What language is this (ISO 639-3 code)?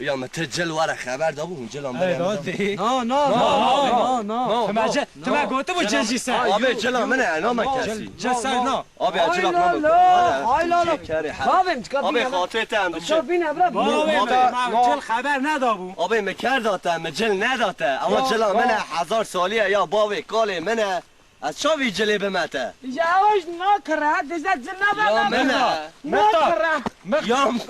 kur